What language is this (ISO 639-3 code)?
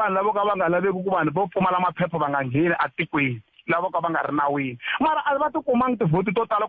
tso